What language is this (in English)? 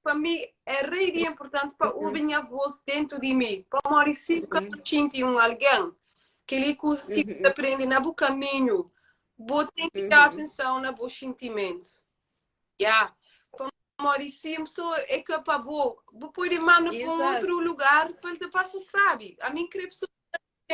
Kabuverdianu